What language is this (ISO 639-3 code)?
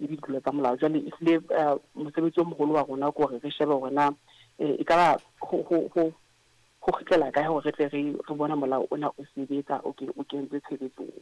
sot